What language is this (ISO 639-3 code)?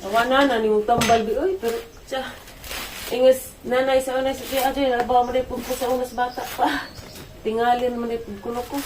ceb